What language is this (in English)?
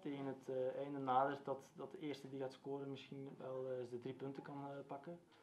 Dutch